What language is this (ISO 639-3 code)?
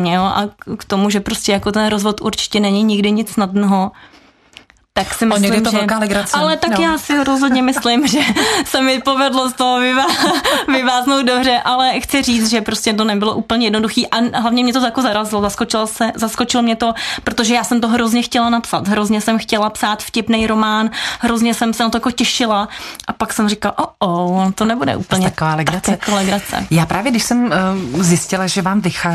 ces